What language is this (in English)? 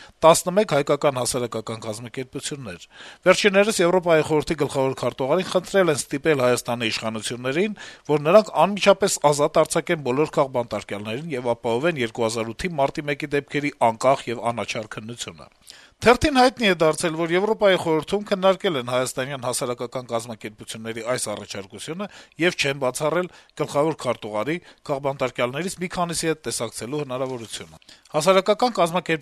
Armenian